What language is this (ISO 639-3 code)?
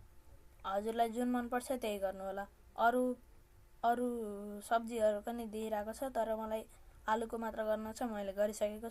nep